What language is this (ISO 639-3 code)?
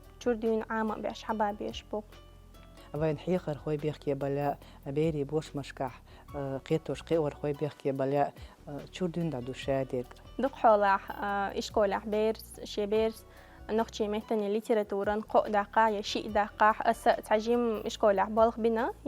che